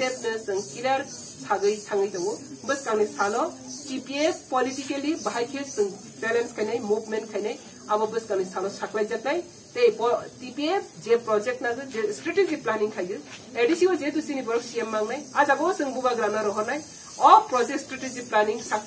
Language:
Kok Borok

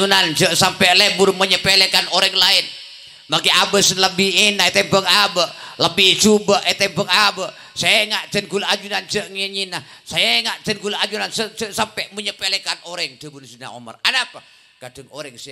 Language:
Madurese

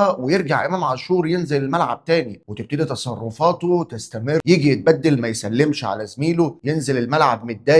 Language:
Egyptian Arabic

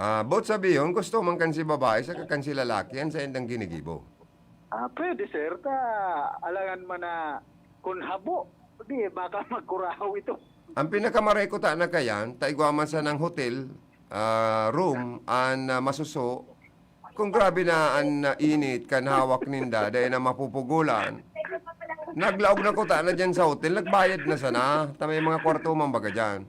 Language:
Bikol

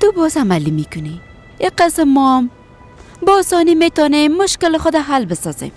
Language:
Persian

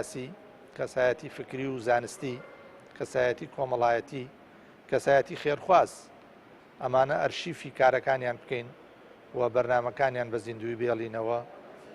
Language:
Central Kurdish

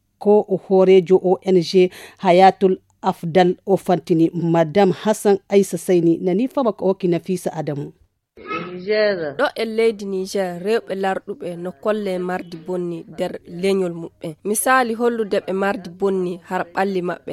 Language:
Fula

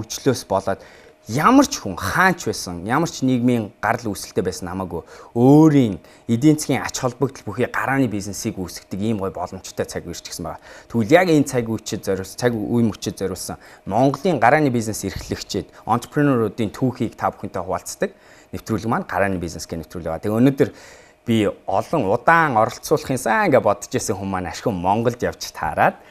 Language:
Mongolian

